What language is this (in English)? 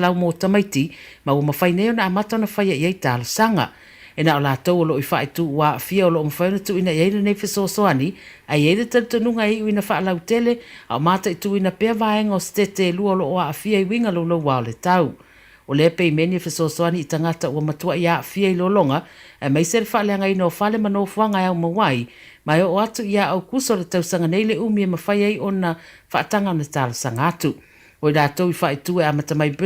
Samoan